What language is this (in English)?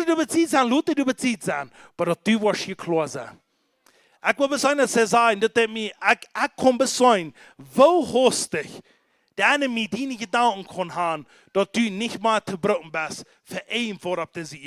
Plautdietsch